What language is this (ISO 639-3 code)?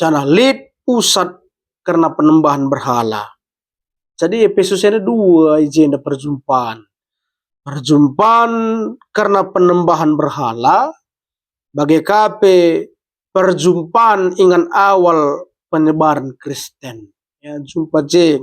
btx